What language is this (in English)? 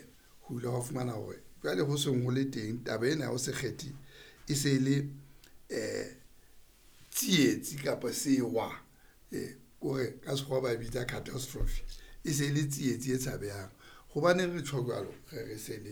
Southern Sotho